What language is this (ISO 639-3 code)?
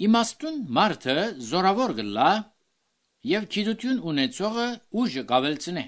hye